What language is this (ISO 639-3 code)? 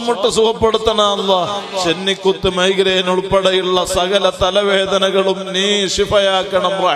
mal